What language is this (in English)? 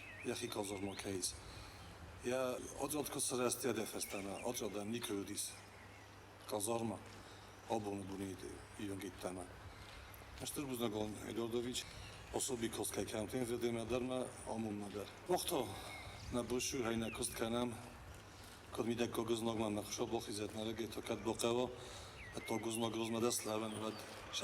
Ossetic